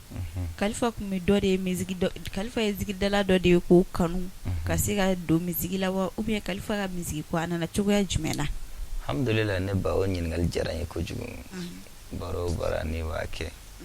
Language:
Bambara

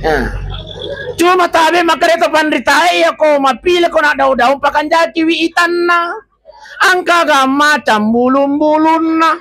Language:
Buginese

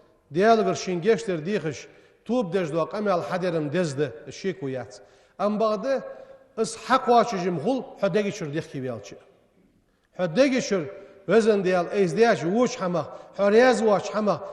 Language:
Ingush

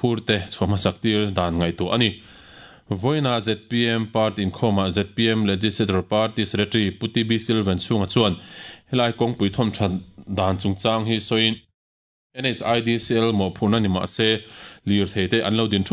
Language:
Mizo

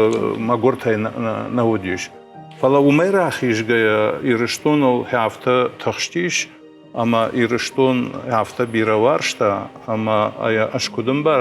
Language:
Ossetic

